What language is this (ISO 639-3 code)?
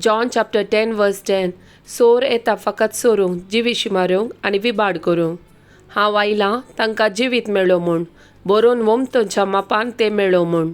kok